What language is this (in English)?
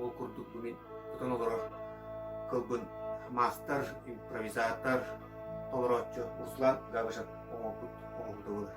Yakut